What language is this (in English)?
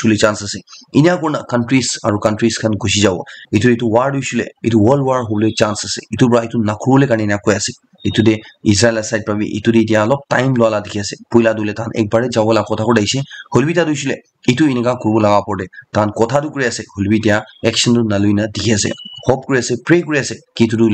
Naga Pidgin